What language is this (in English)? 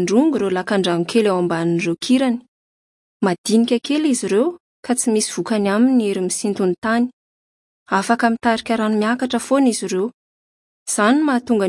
Malagasy